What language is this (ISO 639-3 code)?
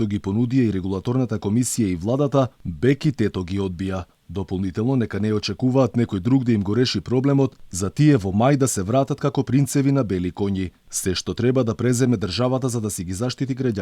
mkd